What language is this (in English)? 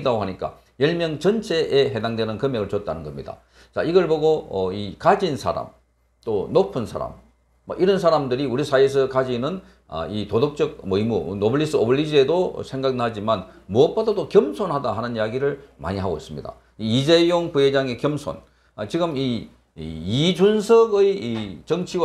Korean